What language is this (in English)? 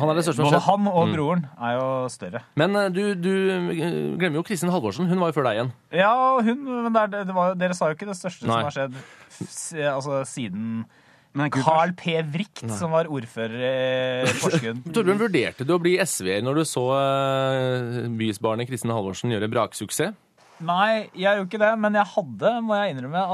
Norwegian